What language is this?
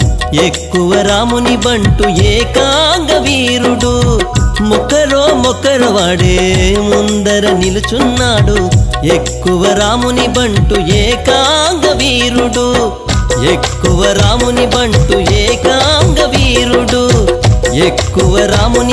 Telugu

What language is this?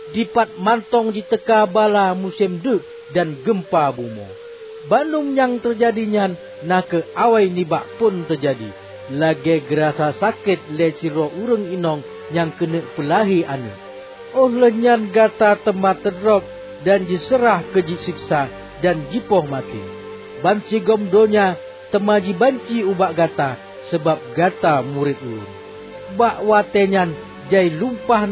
Achinese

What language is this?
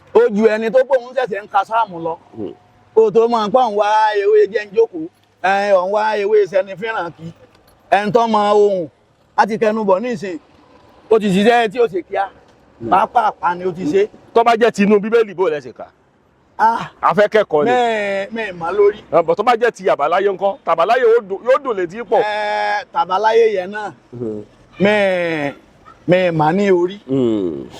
Yoruba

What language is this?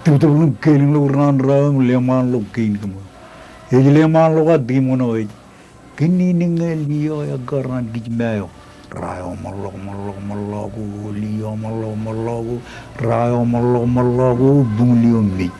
Marshallese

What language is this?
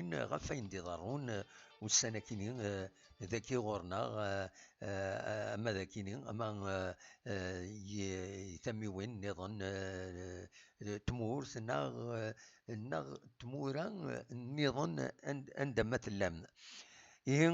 Kabyle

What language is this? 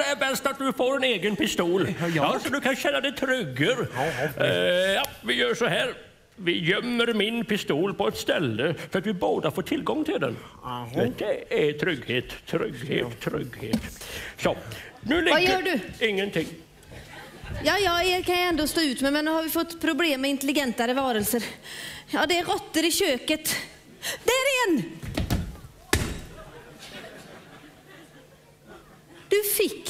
Swedish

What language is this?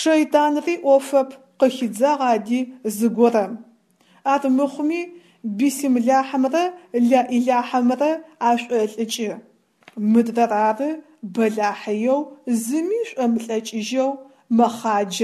Adyghe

